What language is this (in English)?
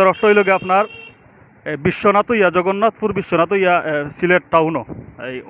Sylheti